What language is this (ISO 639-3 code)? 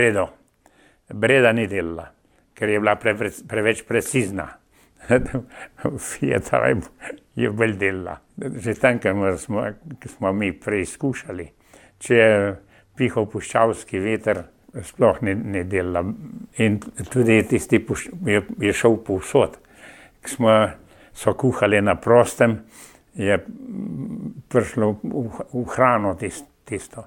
slv